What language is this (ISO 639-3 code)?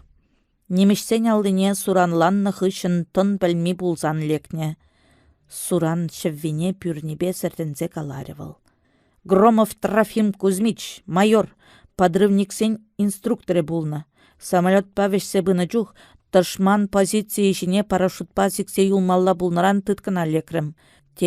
chv